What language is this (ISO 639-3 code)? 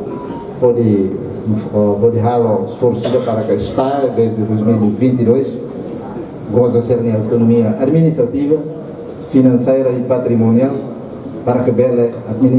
tet